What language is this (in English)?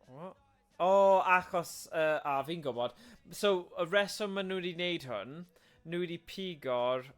Welsh